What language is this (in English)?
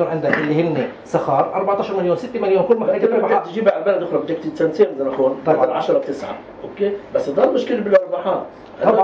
North Levantine Arabic